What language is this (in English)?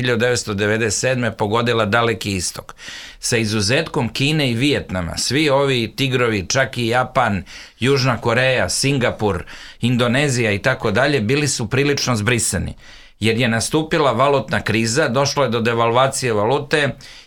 Serbian